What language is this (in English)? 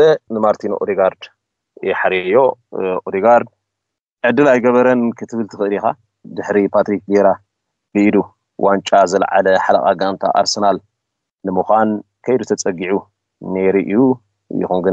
Tigrinya